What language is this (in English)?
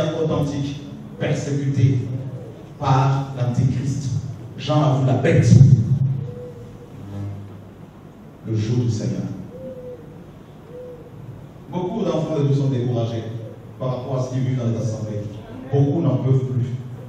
French